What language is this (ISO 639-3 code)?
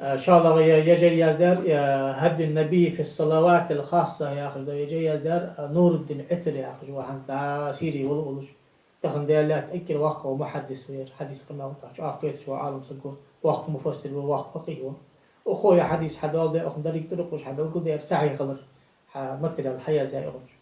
inh